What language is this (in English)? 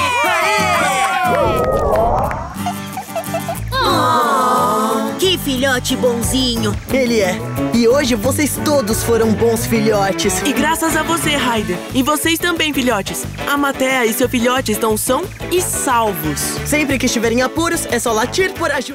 Portuguese